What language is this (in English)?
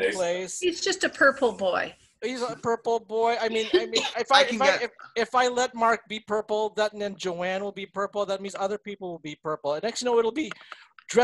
English